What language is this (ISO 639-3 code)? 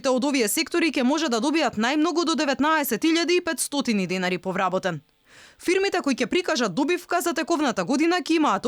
mkd